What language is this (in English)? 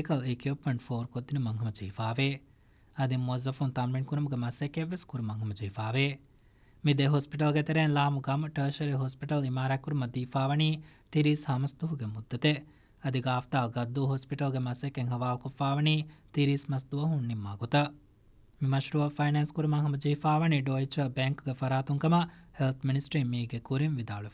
Divehi